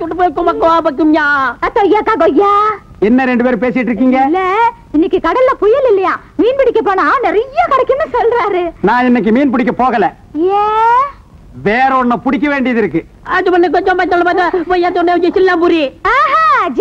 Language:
Tamil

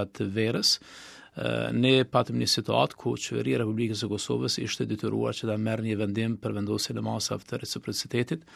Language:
Albanian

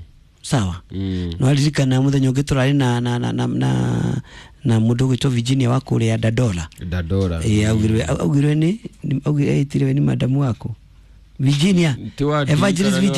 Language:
Kikuyu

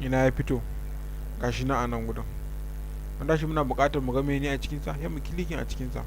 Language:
Hausa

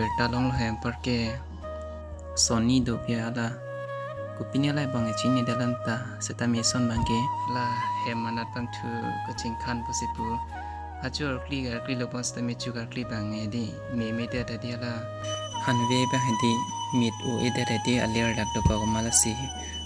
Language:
Karbi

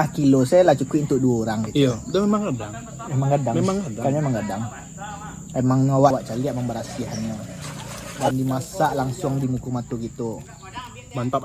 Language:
Minangkabau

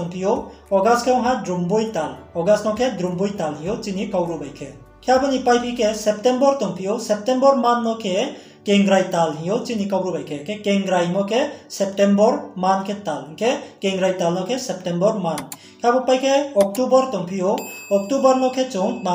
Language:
Riang (India)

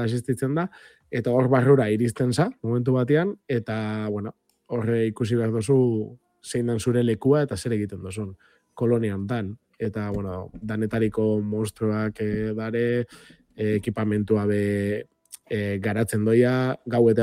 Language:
Basque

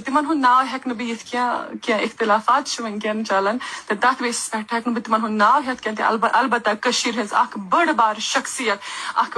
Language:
Kashmiri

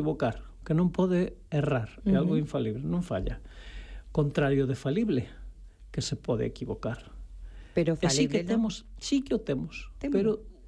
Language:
Galician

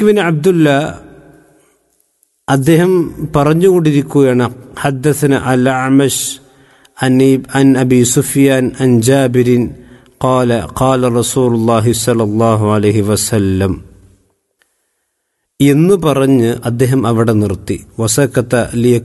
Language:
Malayalam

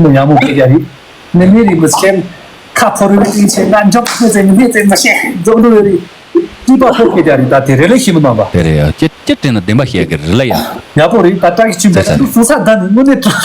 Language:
Tibetan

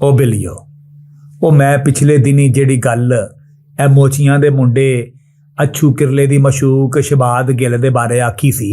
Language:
Western Panjabi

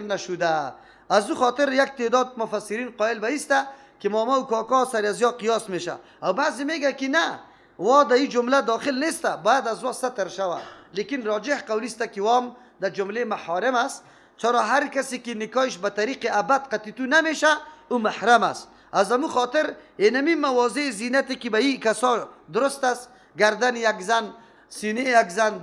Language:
Persian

